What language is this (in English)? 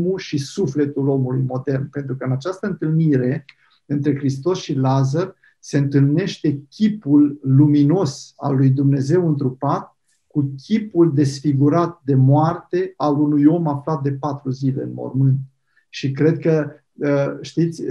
Romanian